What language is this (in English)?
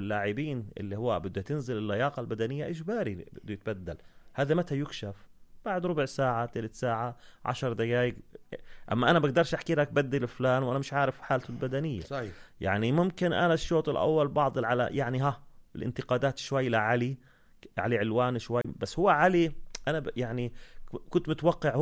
North Levantine Arabic